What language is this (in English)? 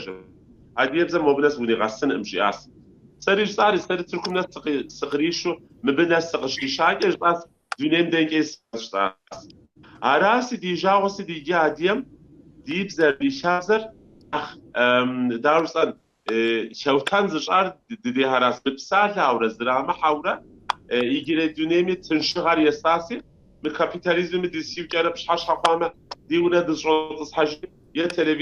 Kabardian